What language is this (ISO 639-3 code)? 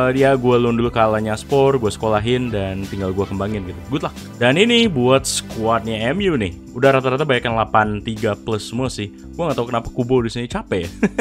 ind